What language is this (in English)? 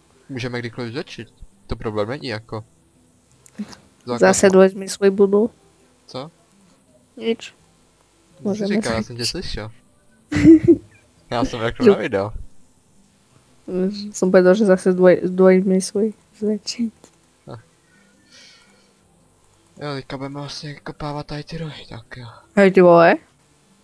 Czech